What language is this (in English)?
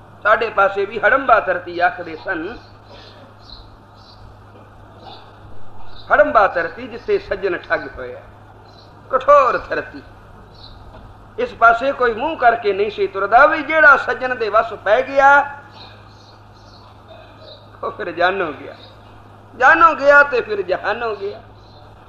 Punjabi